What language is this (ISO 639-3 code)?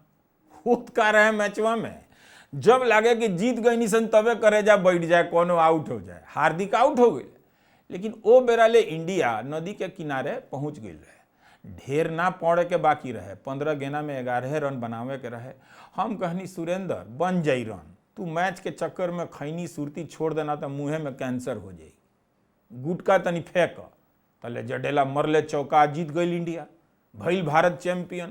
bho